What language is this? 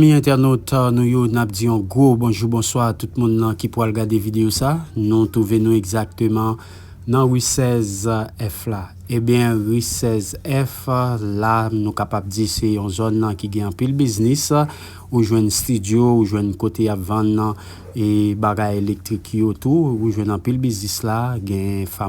Haitian Creole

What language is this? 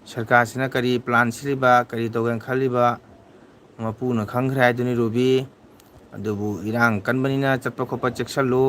Manipuri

